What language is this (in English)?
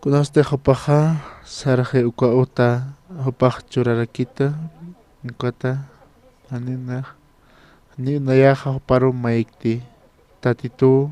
Aymara